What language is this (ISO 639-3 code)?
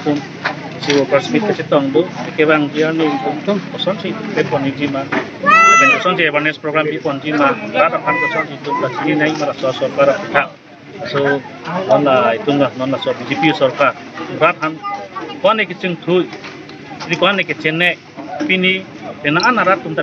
mjw